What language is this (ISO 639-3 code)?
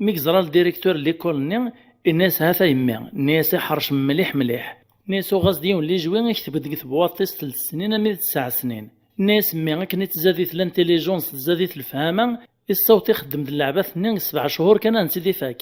kab